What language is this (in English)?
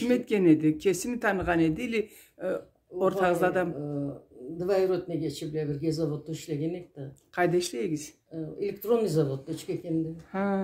Karachay-Balkar